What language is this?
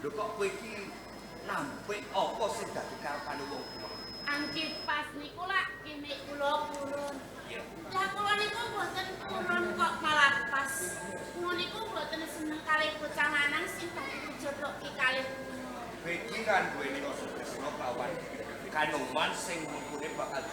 Javanese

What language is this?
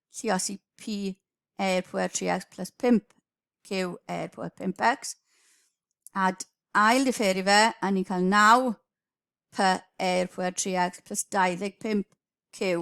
Welsh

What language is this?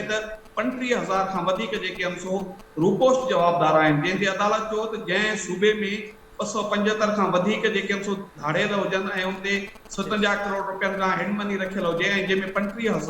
Sindhi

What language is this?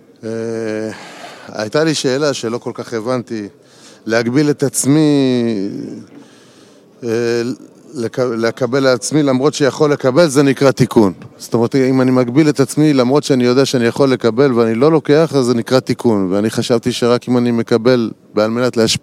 Hebrew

